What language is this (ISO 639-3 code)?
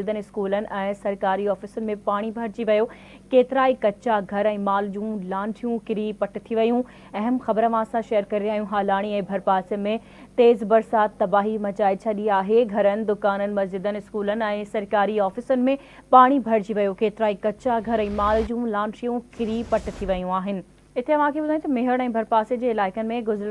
snd